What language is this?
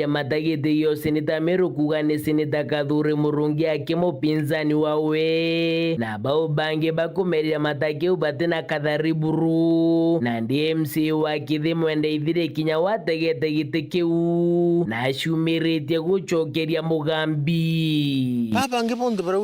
Meru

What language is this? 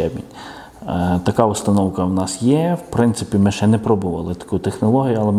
Ukrainian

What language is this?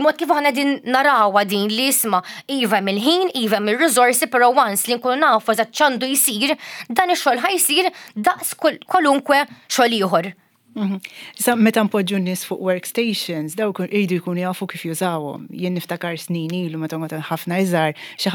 Maltese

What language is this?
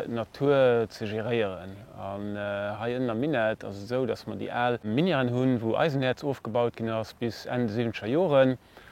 Luxembourgish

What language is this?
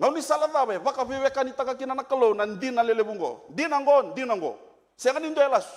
Fijian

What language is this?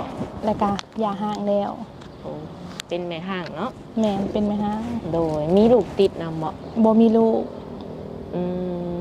Lao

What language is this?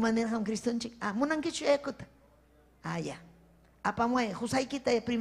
Ayacucho Quechua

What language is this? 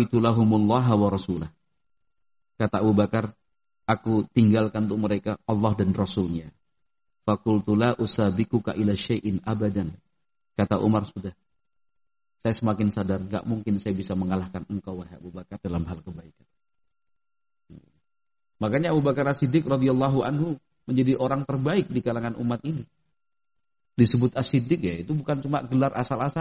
Indonesian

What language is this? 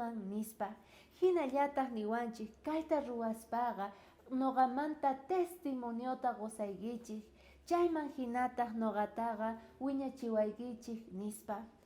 South Bolivian Quechua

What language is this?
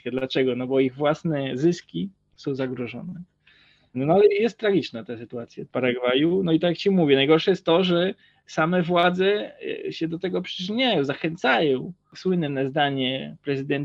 Polish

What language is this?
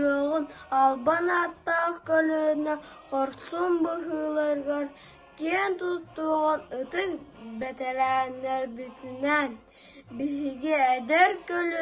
Yakut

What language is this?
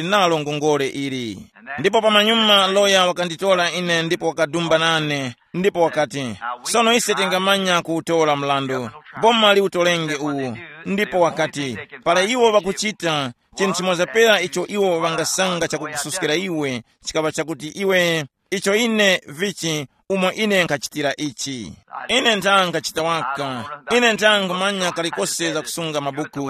Tumbuka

